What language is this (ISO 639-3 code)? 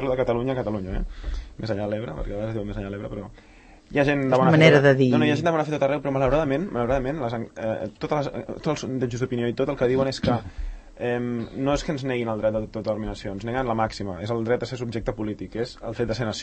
cat